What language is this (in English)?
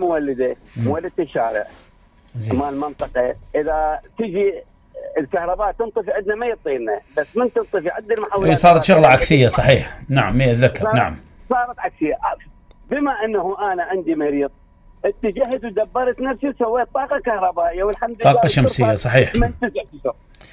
Mesopotamian Arabic